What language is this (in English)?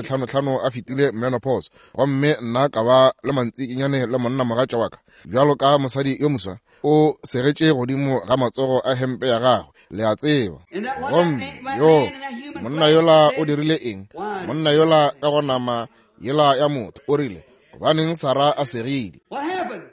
Northern Sotho